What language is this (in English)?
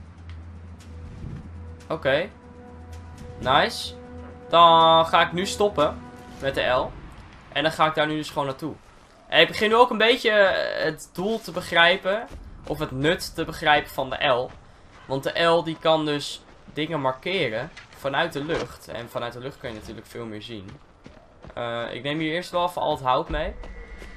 Dutch